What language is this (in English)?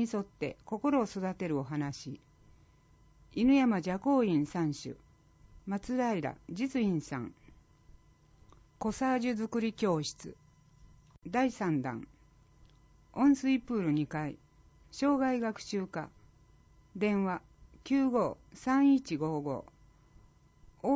Japanese